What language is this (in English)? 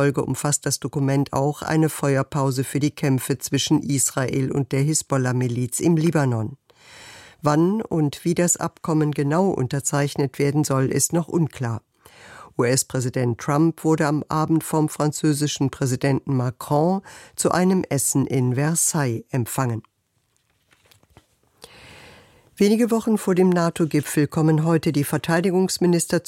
German